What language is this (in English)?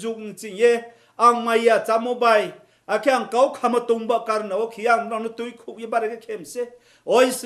Riang (India)